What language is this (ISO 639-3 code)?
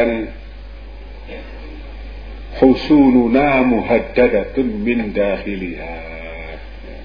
ind